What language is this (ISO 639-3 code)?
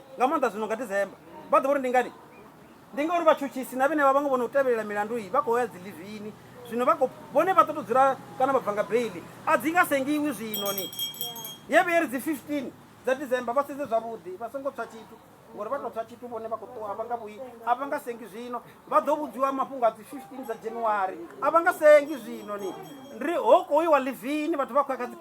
ven